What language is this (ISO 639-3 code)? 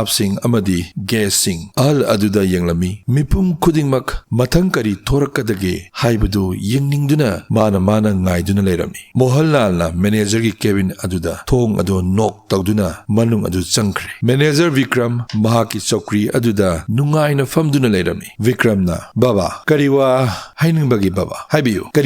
mni